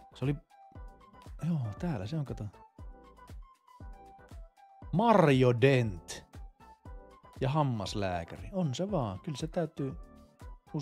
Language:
Finnish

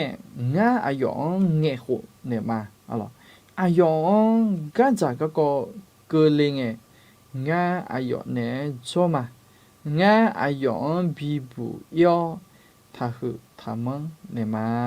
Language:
Akha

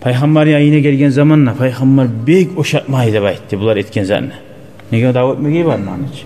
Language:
Kumyk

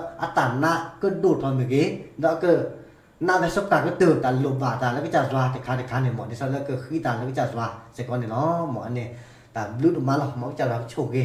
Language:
S'gaw Karen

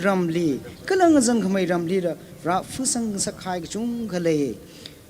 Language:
Tangkhul Naga (India)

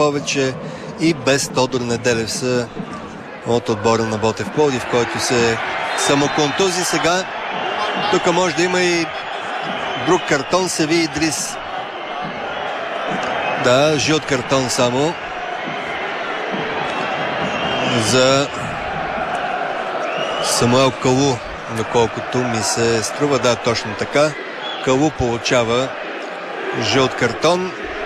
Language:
Bulgarian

